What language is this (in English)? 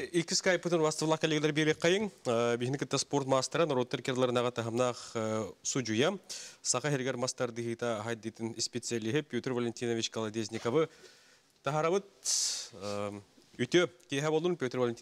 Yakut